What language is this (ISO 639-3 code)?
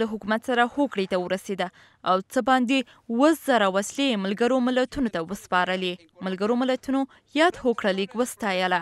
pus